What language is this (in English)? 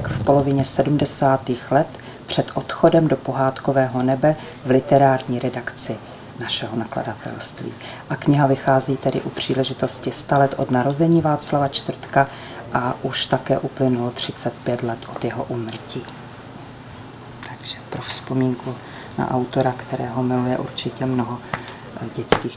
Czech